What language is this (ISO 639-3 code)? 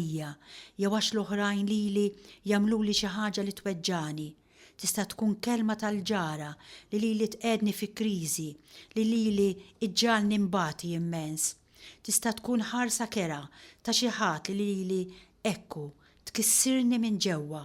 mlt